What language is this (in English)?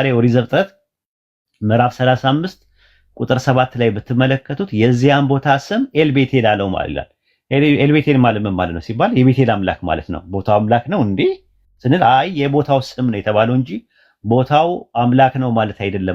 Amharic